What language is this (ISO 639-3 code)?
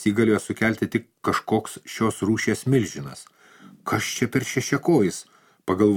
lit